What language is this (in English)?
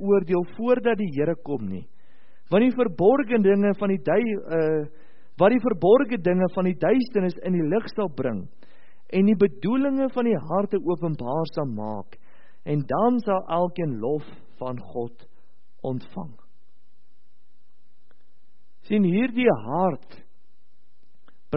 Afrikaans